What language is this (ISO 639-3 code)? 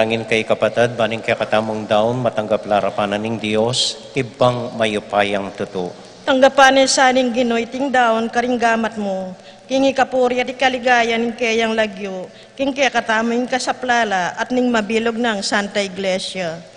pam